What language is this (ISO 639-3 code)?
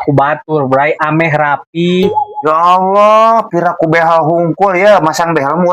sun